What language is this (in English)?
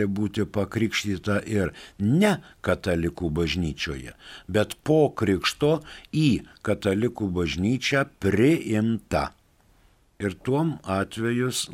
Lithuanian